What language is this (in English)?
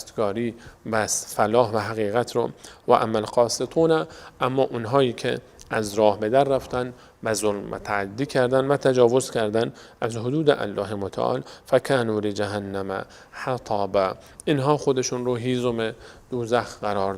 Persian